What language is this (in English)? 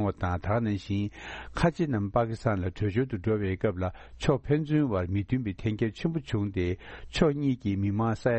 Tibetan